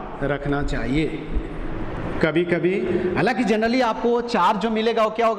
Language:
Hindi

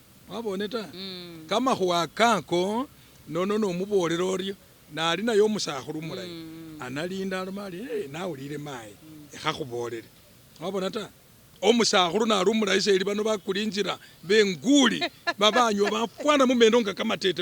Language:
Masaaba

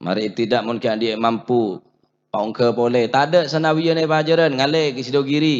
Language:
Madurese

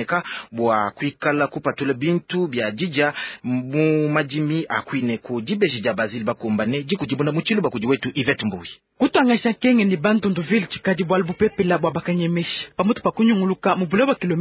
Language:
Luba-Lulua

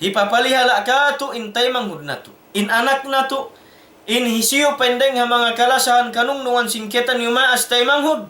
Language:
Tausug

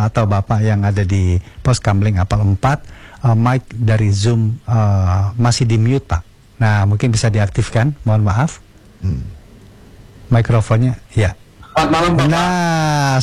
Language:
Indonesian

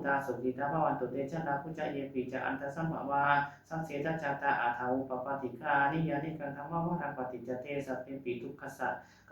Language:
Pali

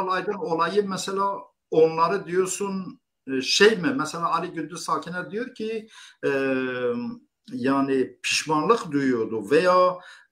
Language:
Turkish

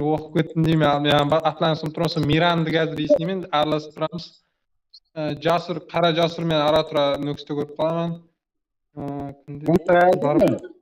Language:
Kara-Kalpak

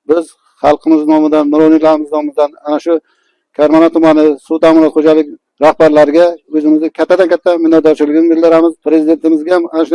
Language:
Uzbek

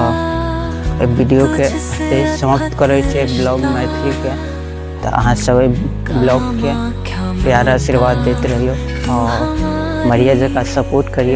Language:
Maithili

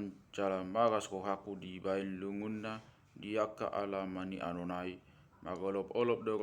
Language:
Batak Toba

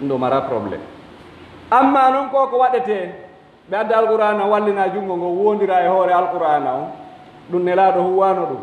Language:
Pular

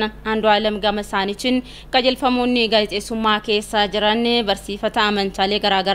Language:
Oromo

